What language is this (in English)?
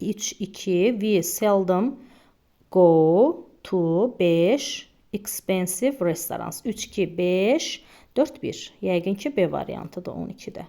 Azerbaijani